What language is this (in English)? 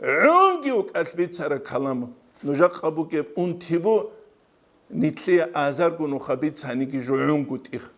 Avaric